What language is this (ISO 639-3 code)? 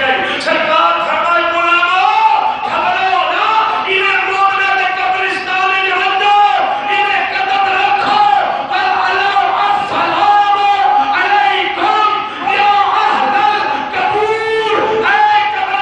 skr